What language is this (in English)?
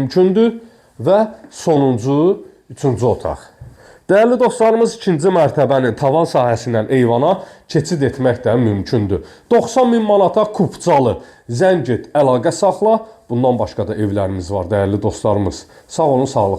Azerbaijani